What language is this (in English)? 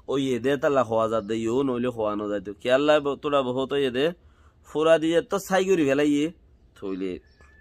Rohingya